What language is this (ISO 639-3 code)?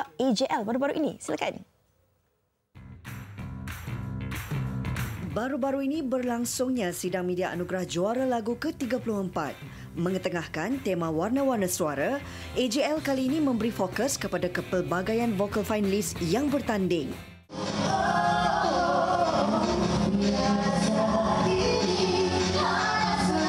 msa